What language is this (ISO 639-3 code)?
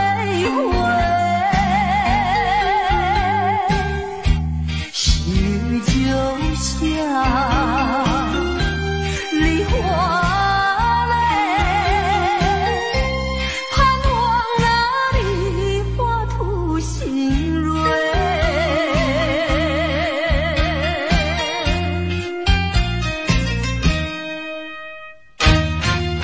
zho